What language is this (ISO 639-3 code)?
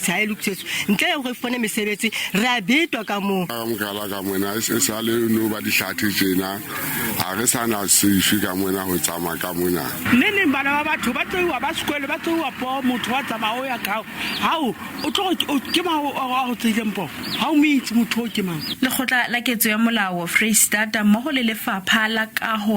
sot